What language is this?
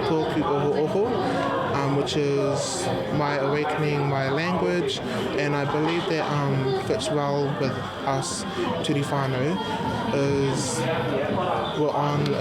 Māori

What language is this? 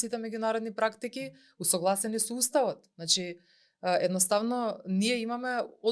Macedonian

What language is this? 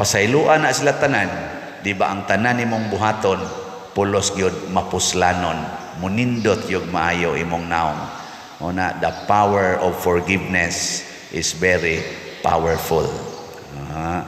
Cebuano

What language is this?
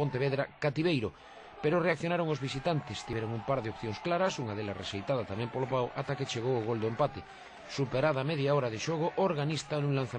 Galician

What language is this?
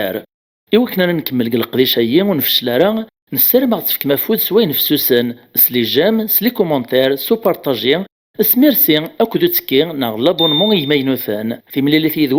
Kabyle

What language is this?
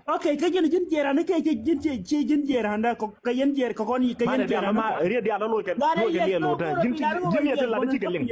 Nuer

